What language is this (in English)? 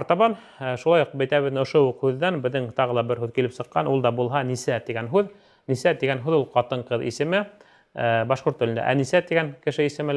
Bashkir